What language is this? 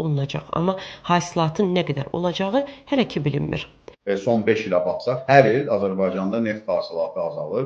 Azerbaijani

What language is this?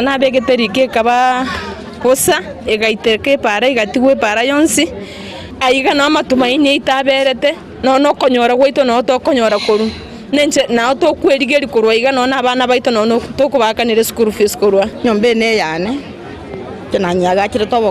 Gusii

